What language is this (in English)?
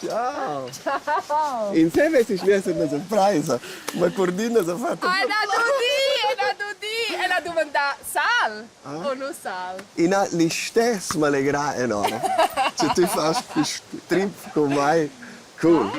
Romansh